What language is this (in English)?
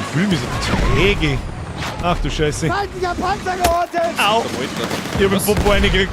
Bavarian